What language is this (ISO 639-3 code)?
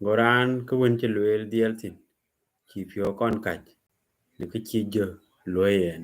din